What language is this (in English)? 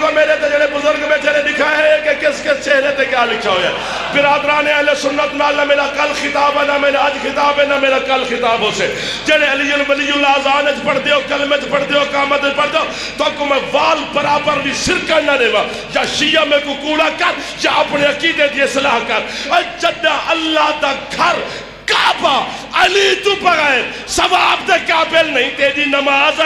Saraiki